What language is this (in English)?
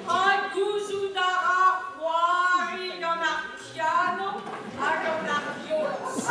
Breton